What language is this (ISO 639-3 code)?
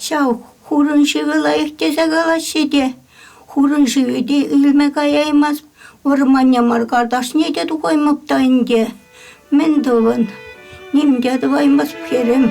chv